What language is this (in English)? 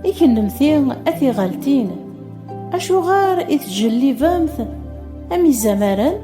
Kabyle